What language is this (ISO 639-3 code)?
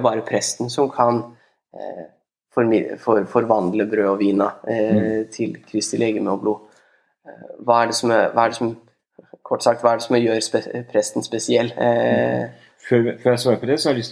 nor